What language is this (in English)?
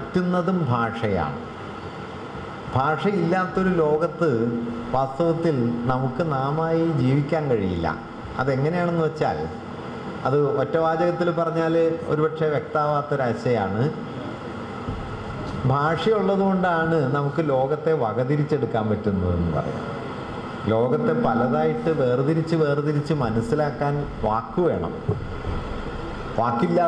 Malayalam